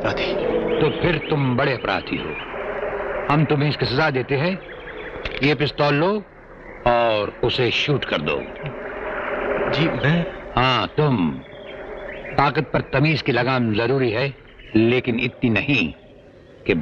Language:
Hindi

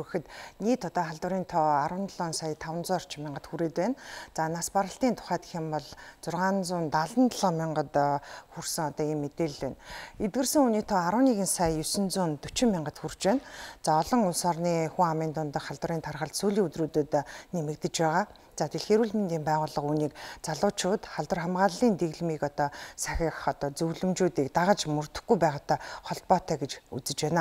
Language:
Mongolian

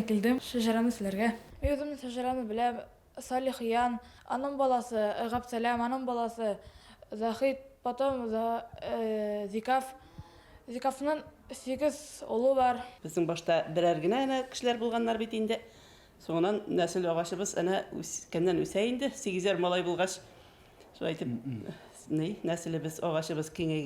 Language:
Bashkir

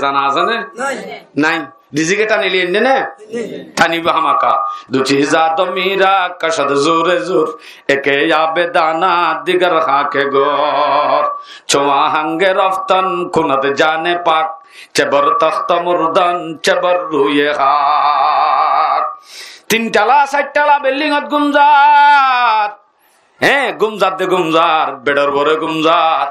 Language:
Rohingya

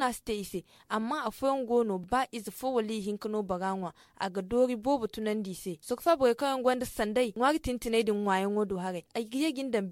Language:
Zarma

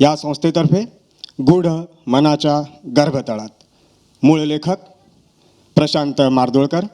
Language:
Konkani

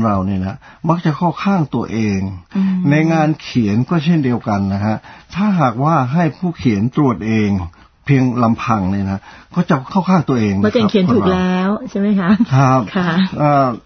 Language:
Thai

